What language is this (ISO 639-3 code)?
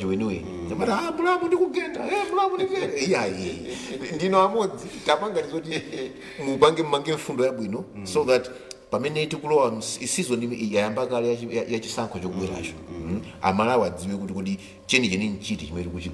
nya